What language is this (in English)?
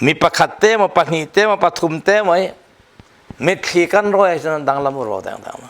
Falam Chin